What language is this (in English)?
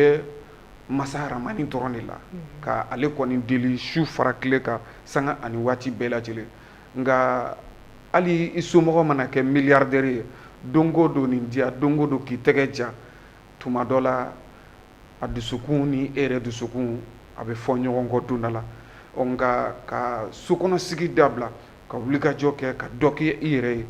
Bambara